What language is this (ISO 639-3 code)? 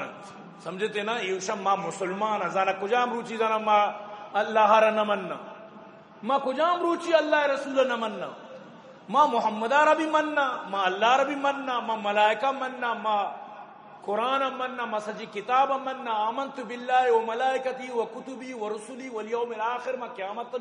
bgp